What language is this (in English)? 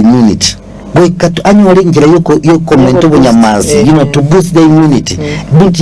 Gusii